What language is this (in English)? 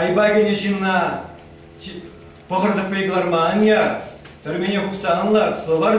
Chuvash